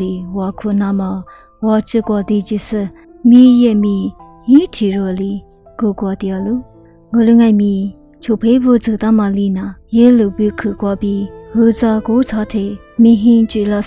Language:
Lisu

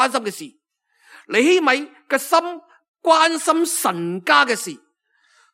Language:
Cantonese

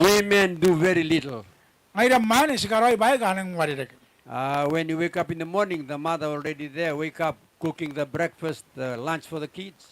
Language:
Gilbertese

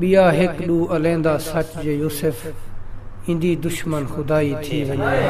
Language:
Saraiki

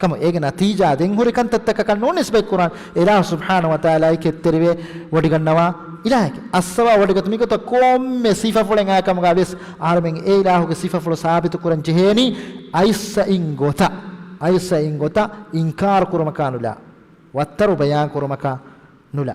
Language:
Divehi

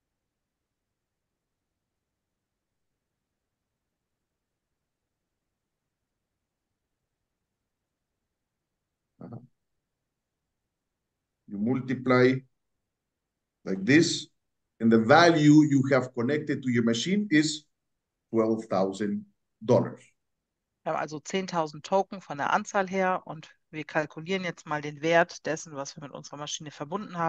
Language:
German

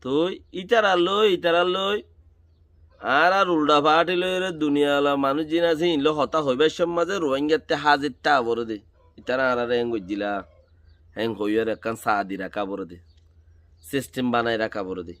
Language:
Rohingya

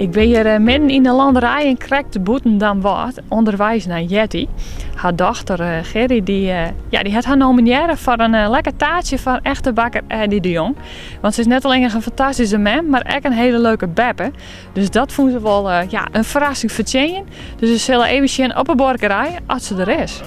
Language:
Western Frisian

